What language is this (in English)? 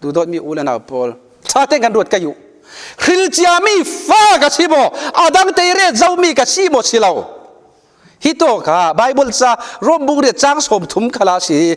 Falam Chin